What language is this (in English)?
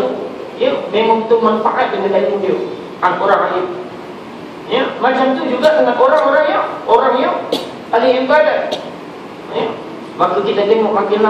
Malay